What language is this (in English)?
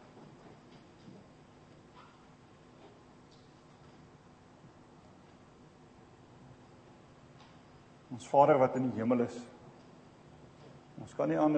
Afrikaans